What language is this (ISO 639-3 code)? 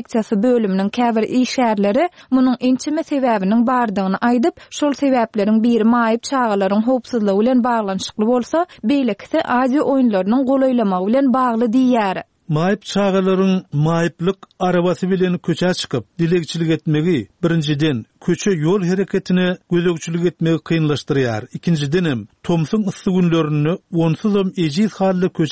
tuk